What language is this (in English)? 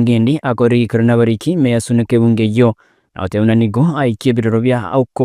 Gusii